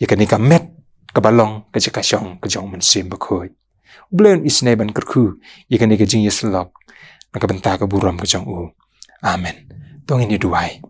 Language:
Khasi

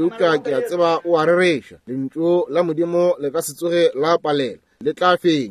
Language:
Northern Sotho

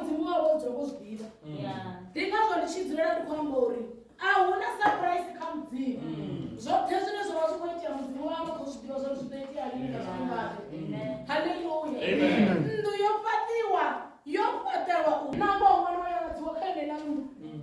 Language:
Venda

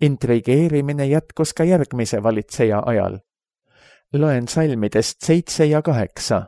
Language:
Estonian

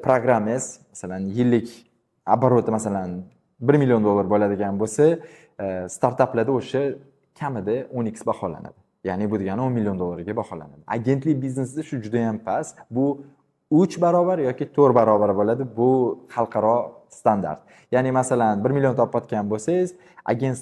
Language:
Uzbek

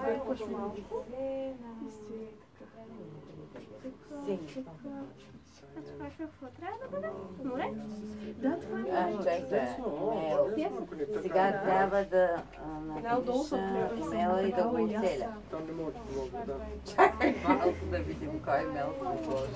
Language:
Bulgarian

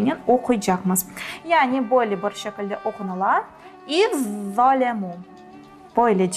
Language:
Crimean Tatar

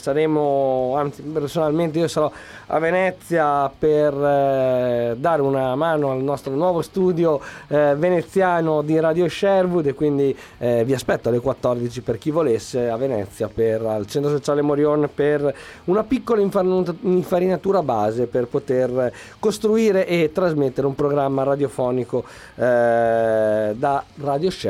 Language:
Italian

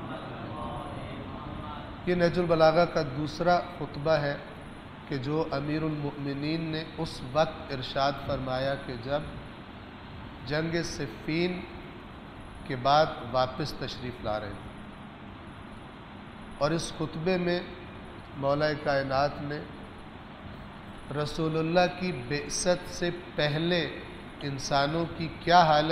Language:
Urdu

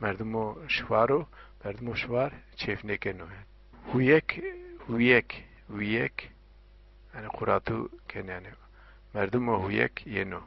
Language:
Zaza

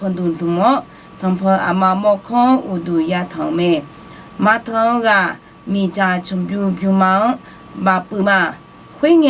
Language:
Akha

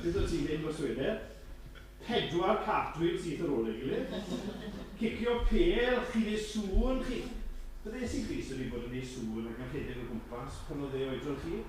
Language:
Welsh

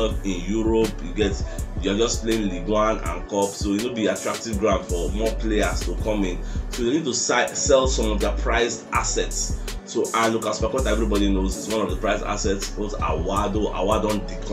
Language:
Nigerian Pidgin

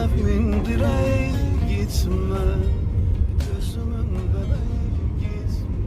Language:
Zaza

